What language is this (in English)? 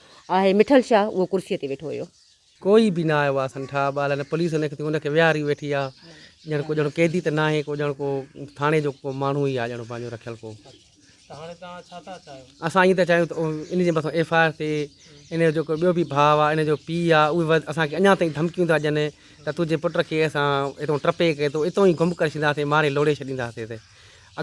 Sindhi